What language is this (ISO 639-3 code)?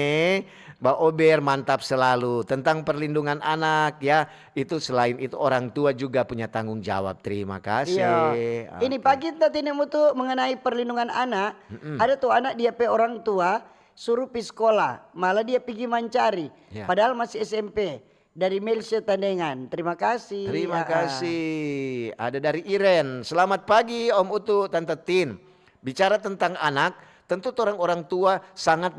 xmm